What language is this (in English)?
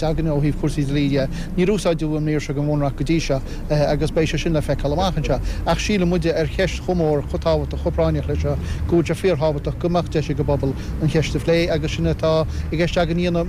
Irish